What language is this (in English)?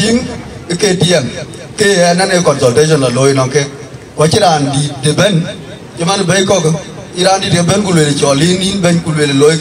Dinka